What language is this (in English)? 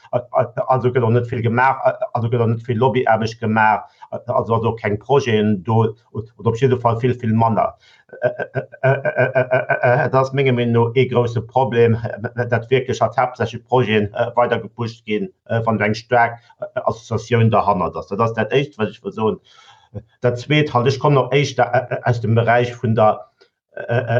Luxembourgish